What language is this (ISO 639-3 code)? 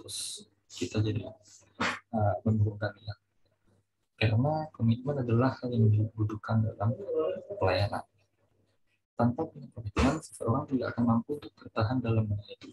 ind